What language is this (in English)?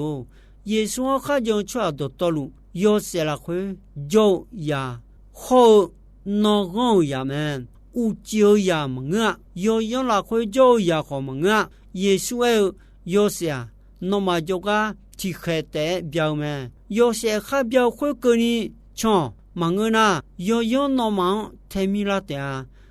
Akha